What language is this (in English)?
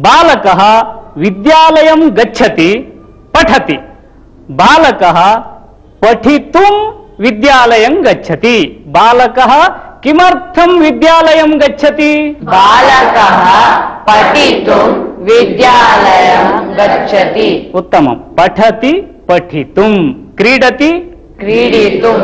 Sanskrit